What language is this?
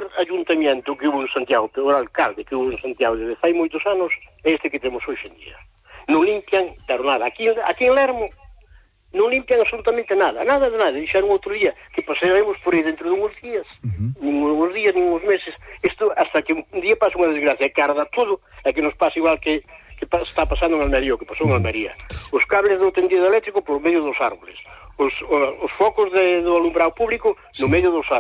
Galician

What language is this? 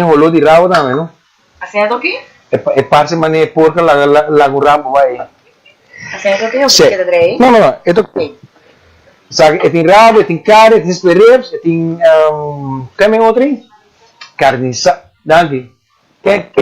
Papiamento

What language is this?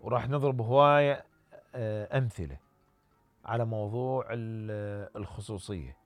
Mesopotamian Arabic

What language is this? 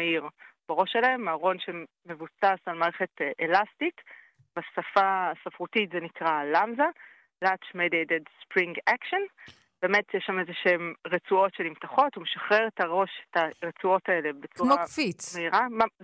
Hebrew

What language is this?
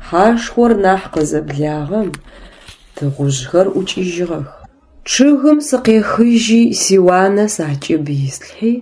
Adyghe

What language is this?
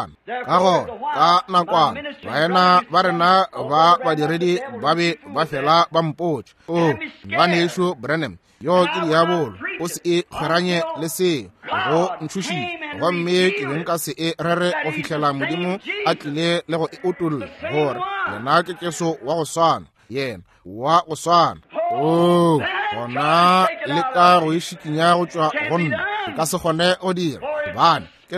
Northern Sotho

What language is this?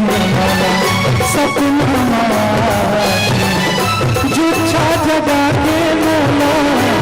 Chhattisgarhi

